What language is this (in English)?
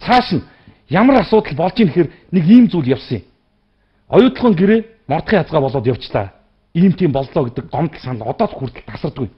Mongolian